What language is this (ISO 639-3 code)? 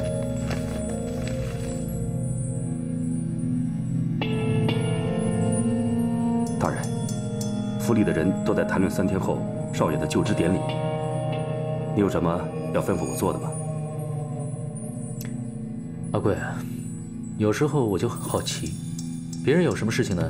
zho